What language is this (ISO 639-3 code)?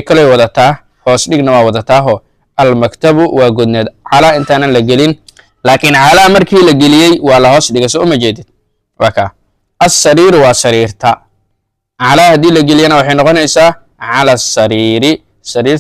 som